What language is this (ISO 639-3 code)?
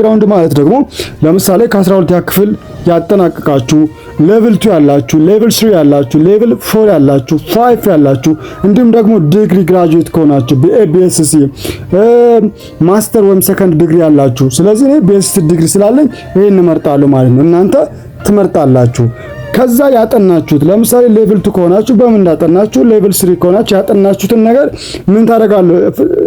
amh